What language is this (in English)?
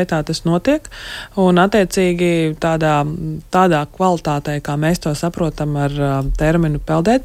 Latvian